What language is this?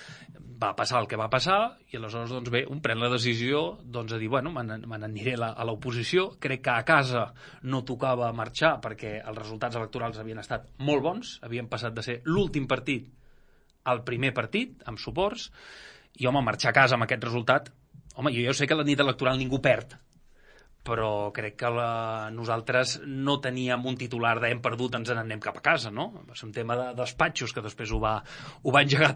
Catalan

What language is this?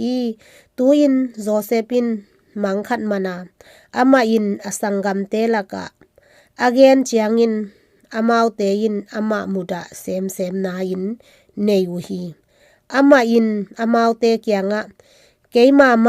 Tedim Chin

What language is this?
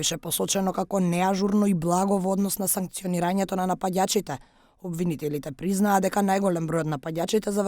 Macedonian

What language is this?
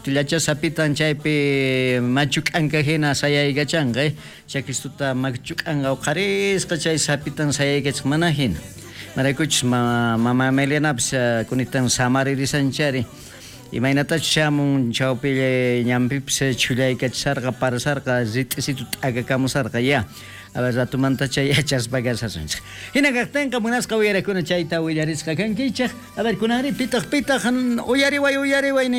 South Bolivian Quechua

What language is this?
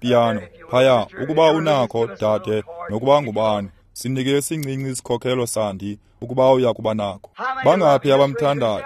Xhosa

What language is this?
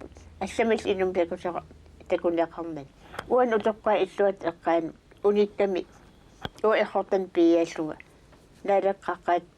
Kalaallisut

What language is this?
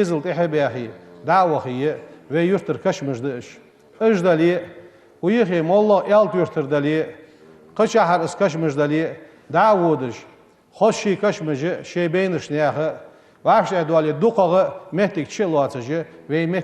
Ingush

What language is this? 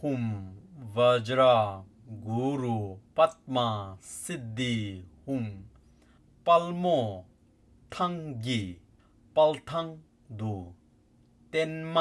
Tibetan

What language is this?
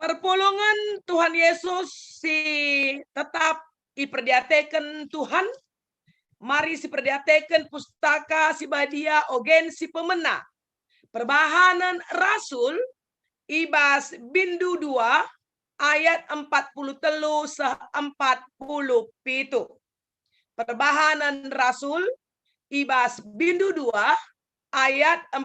Batak Karo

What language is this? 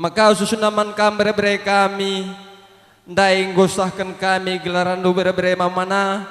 Batak Karo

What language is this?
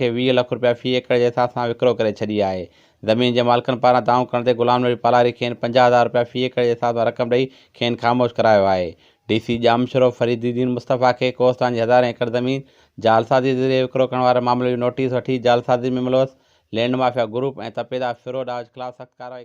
Sindhi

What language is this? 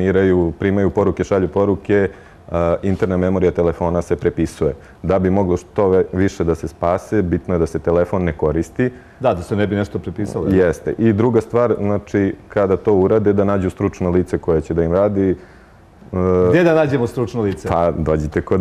Serbian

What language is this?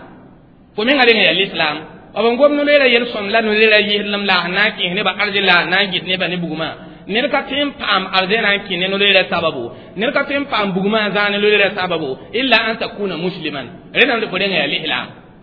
Mossi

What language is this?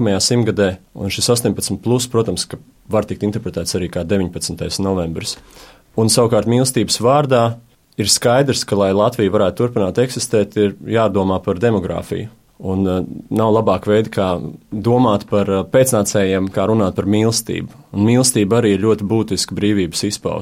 Latvian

